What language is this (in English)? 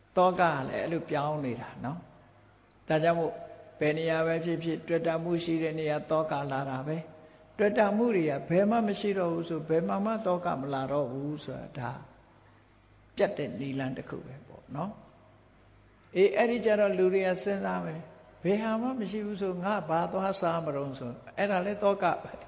Burmese